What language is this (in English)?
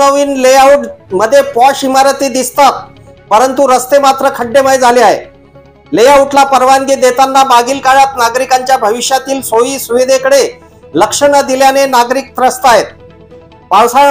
Marathi